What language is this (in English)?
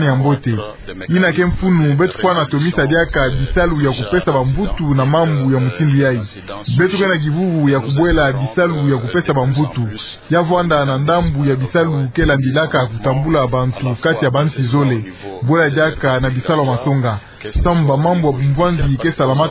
Kituba (Democratic Republic of Congo)